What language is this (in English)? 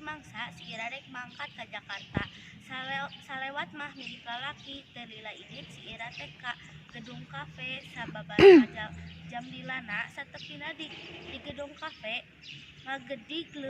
Sundanese